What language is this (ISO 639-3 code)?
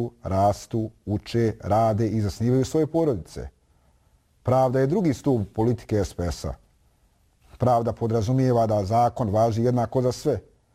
bos